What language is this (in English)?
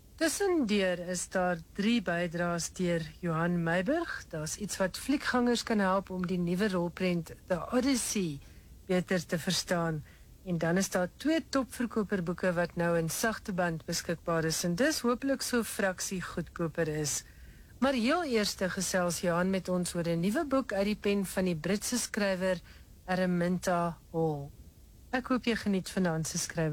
Afrikaans